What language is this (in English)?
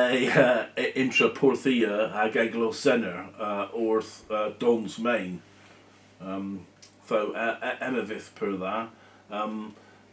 Cornish